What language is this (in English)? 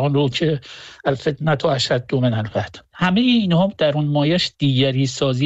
Persian